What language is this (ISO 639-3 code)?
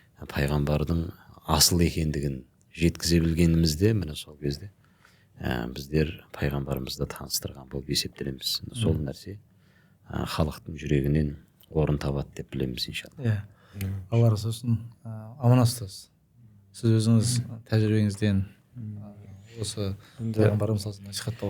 kaz